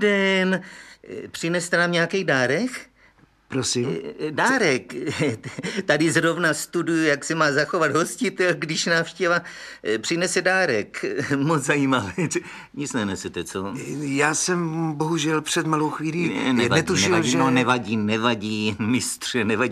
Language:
Czech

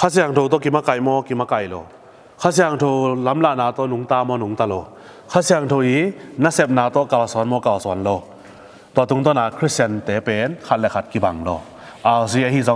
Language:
Tedim Chin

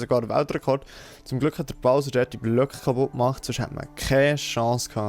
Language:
Swiss German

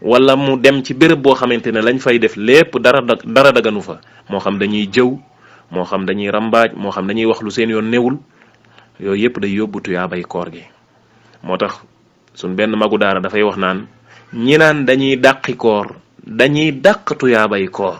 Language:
Wolof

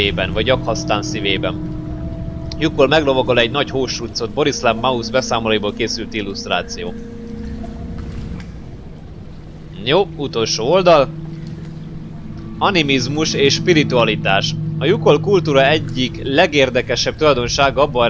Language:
Hungarian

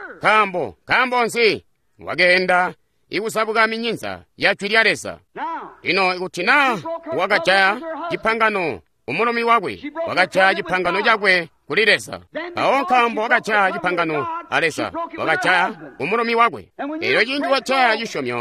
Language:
Tonga (Zambia)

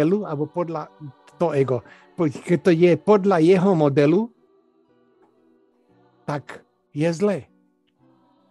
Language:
Slovak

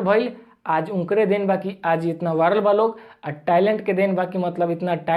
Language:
Bhojpuri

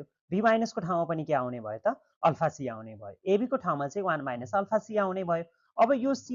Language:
Nepali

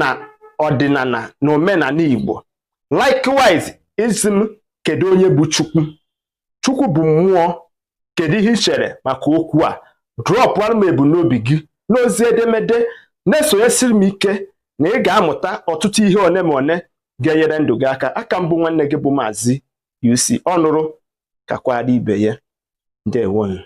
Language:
Igbo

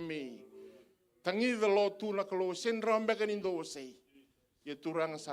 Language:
Fijian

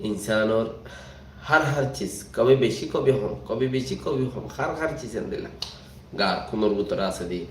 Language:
Rohingya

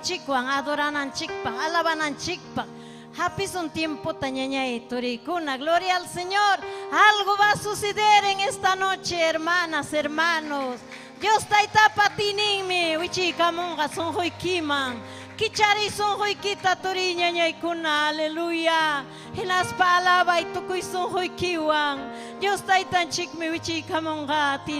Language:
Ayacucho Quechua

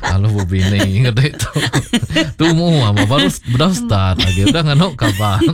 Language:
Iban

